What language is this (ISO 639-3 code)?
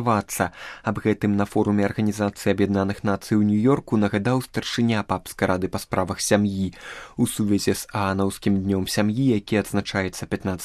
bel